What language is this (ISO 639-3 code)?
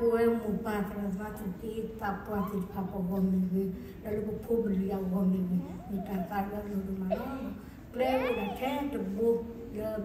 ksw